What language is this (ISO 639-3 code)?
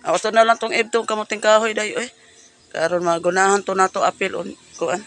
ceb